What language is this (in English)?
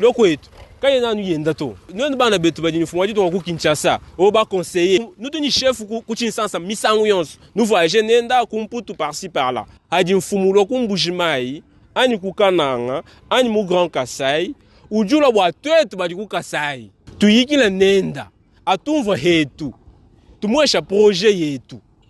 Luba-Lulua